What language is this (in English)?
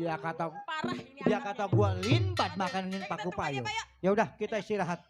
Betawi